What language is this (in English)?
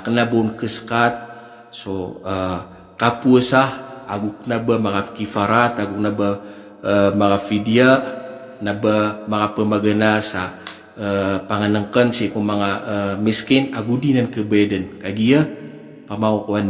Maranao